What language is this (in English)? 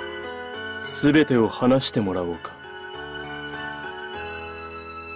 Japanese